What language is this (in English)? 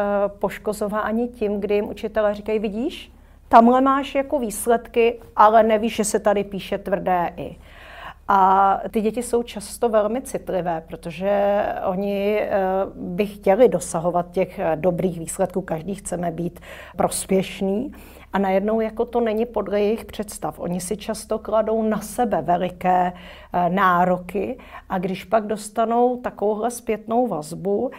Czech